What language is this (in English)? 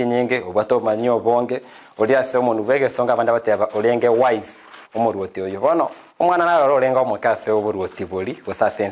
Gusii